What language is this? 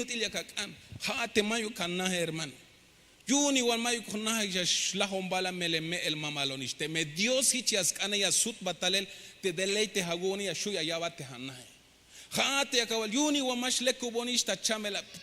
Tzeltal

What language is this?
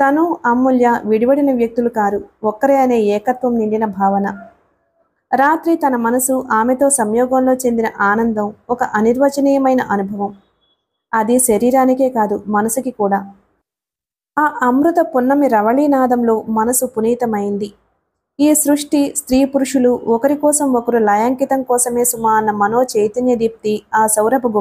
Telugu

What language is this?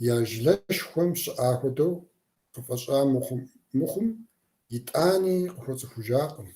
Kabardian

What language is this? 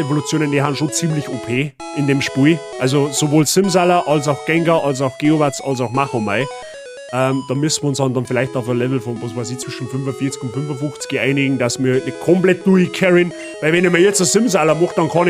Bavarian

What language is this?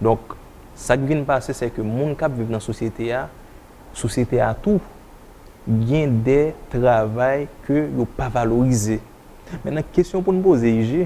Haitian Creole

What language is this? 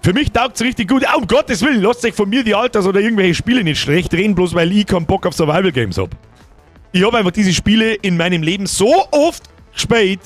Bavarian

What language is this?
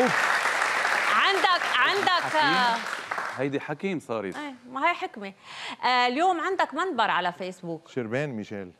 North Levantine Arabic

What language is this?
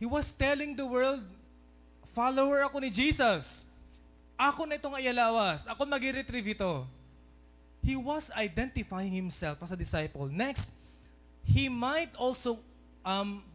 Waray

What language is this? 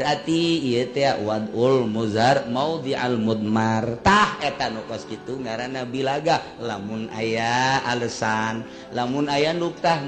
Sundanese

